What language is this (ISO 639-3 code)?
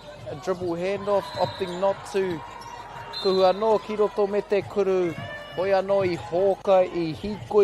mri